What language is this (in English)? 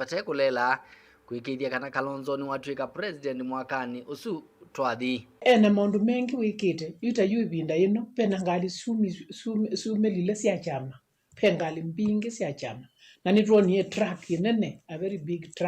Kamba